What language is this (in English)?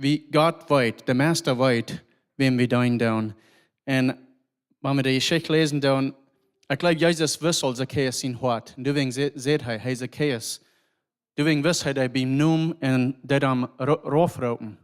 Plautdietsch